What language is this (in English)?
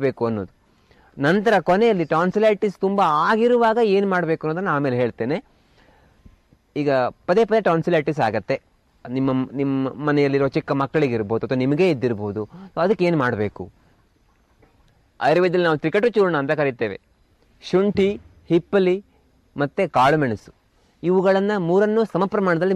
Kannada